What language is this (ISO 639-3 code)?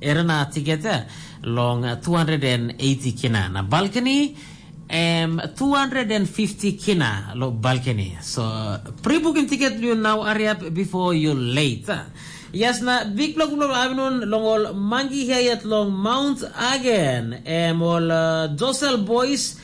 tpi